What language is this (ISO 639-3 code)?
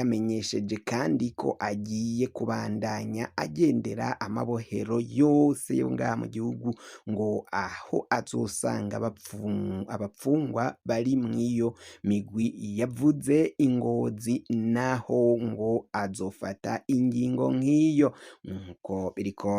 run